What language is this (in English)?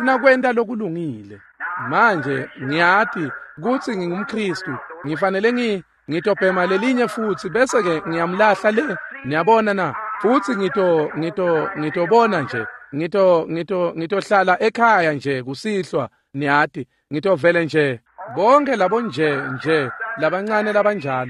Swati